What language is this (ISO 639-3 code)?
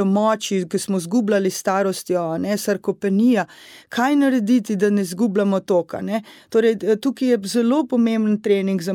slv